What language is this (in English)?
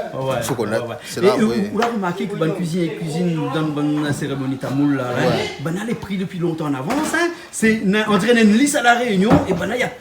Réunion Creole French